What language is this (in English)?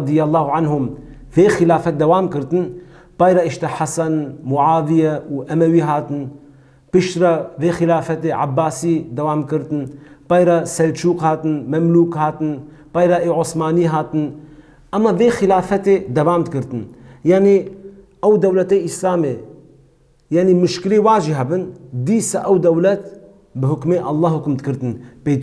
Kurdish